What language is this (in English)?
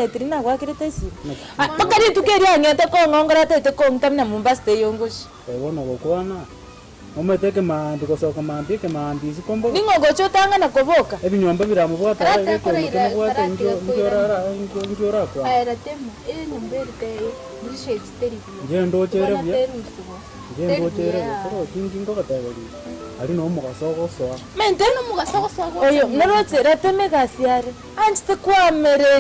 Gusii